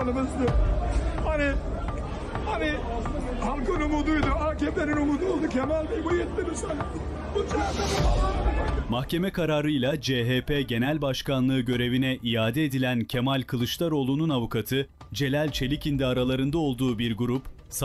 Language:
Turkish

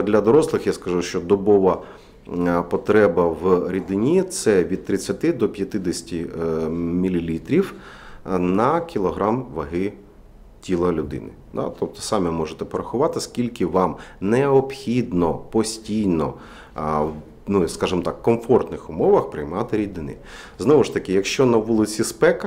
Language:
Ukrainian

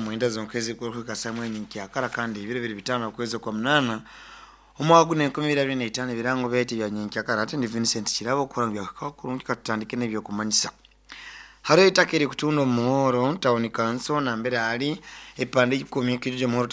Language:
Nyankole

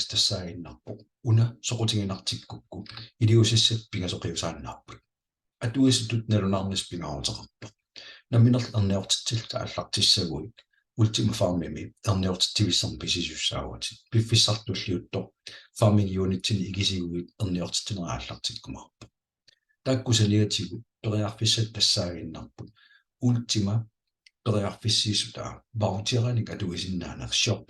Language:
Kalaallisut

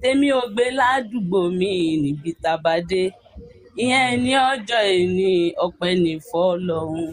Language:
Yoruba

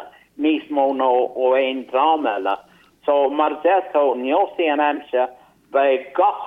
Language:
Irish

